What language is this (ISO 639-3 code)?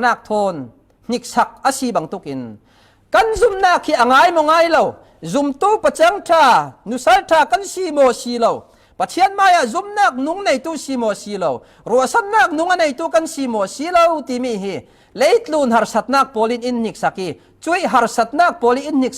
cfm